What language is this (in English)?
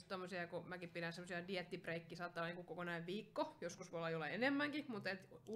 Finnish